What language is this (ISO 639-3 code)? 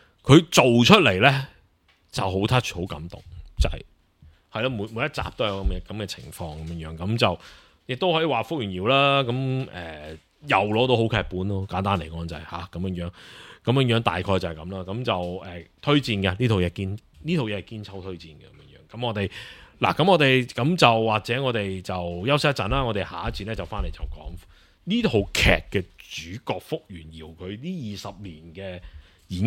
yue